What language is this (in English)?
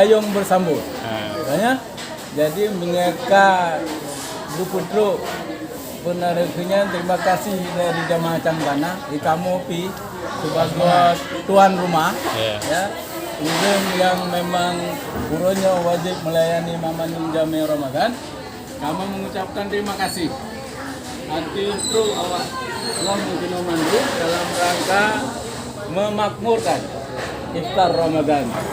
Achinese